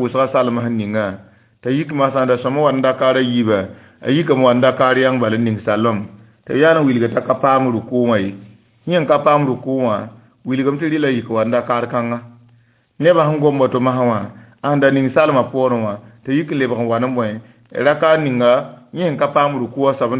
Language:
Mossi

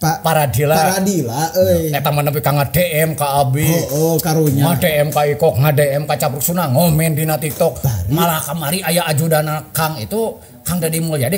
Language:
Sundanese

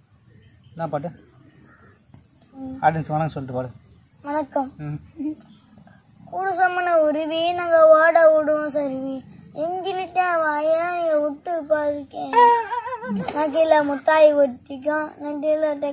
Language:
Tamil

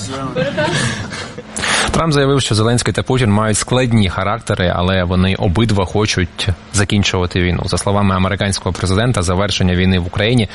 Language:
Ukrainian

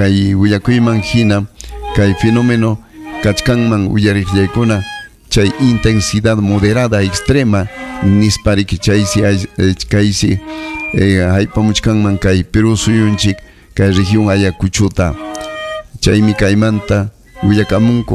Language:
Ayacucho Quechua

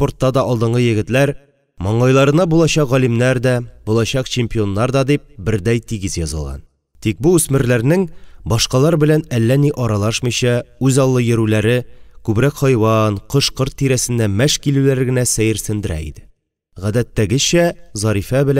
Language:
Tatar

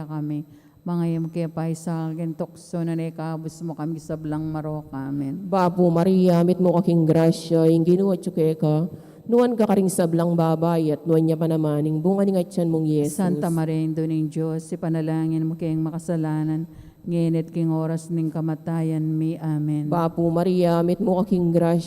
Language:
Pampanga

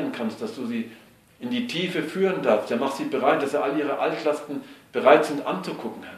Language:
German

